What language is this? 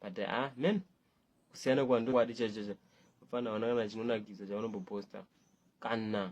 Shona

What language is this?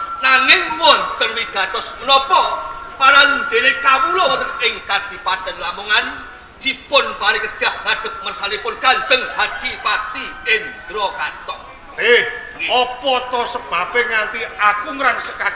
Javanese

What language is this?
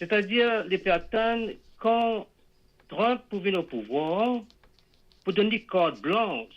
Morisyen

